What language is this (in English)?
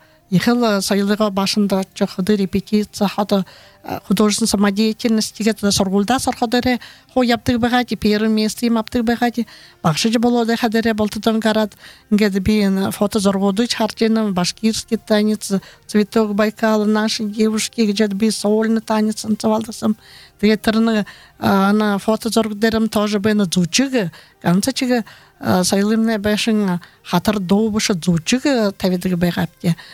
Buriat